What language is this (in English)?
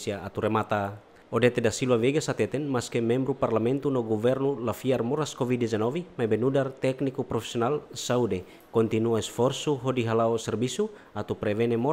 Tetum